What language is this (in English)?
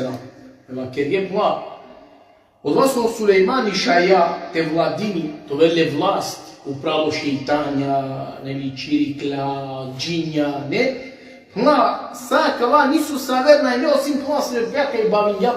Balkan Romani